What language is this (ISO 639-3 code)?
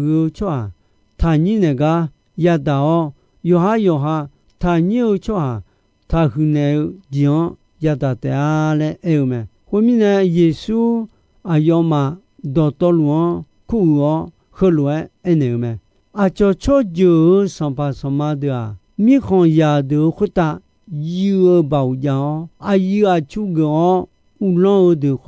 ahk